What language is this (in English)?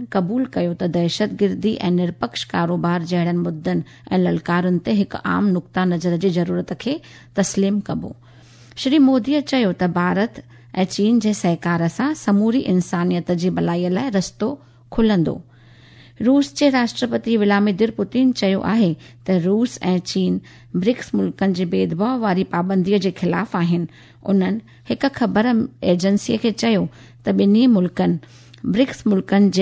Sindhi